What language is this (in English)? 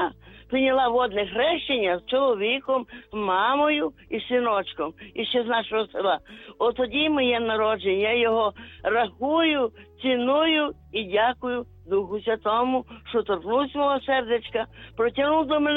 Ukrainian